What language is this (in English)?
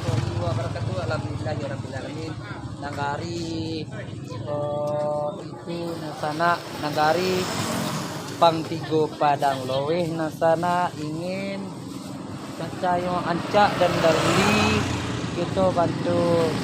Minangkabau